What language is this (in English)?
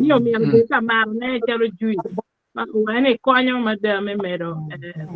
Acoli